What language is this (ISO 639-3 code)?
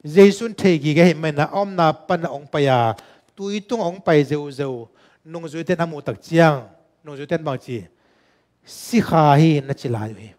ctd